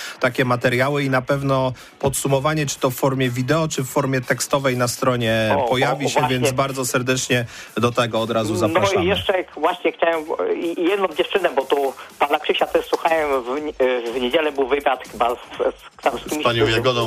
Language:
Polish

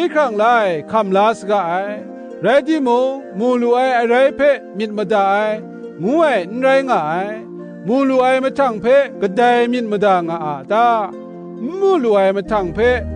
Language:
Kachin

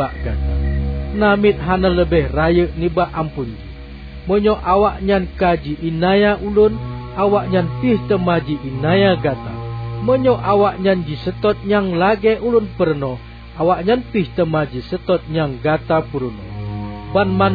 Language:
Achinese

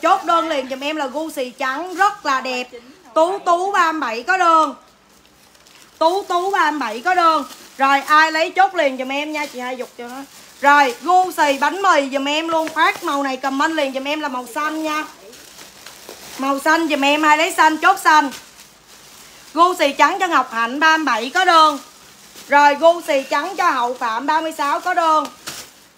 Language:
Vietnamese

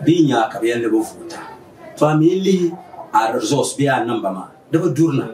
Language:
Dagbani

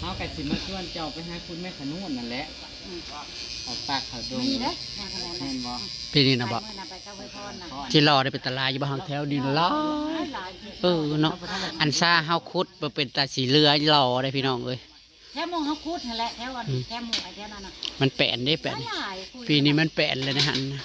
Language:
Northeastern Thai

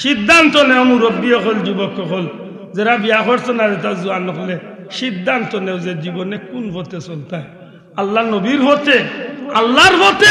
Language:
Sylheti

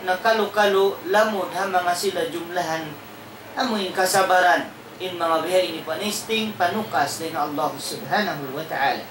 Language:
Tausug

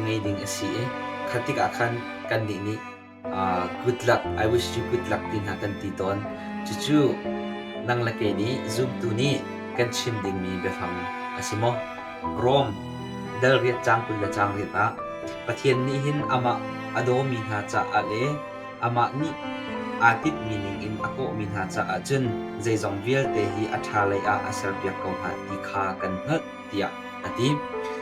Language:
Hakha Chin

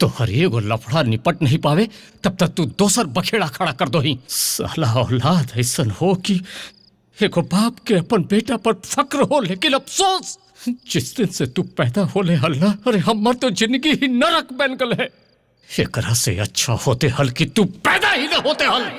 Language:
Magahi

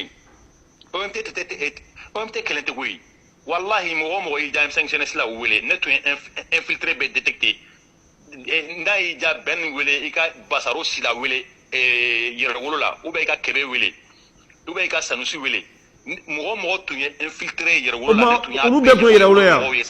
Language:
Bambara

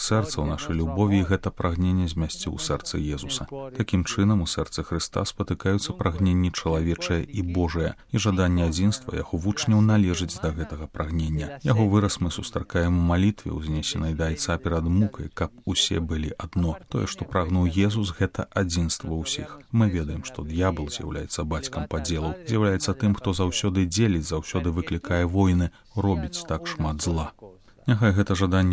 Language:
Belarusian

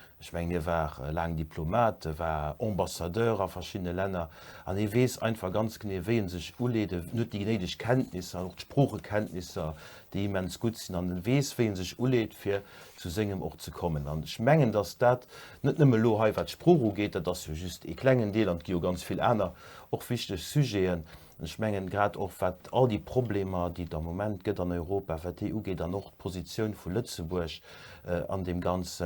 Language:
Luxembourgish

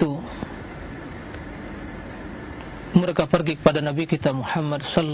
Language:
Indonesian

